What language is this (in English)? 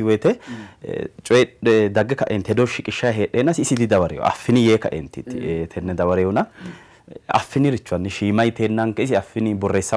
Sidamo